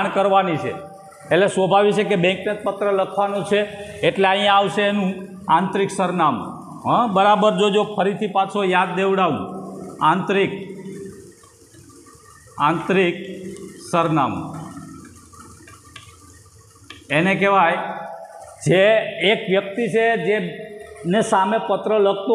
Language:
Gujarati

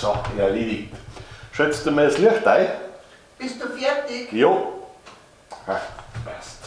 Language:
Bavarian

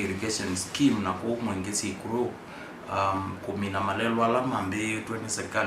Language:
Kamba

